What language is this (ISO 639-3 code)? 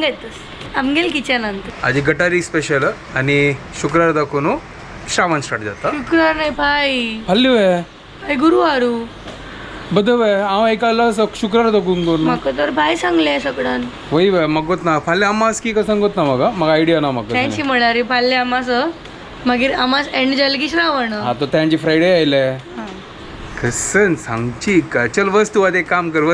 kok